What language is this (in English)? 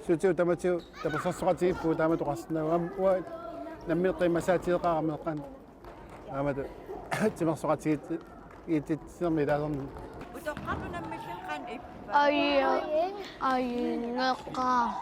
Kalaallisut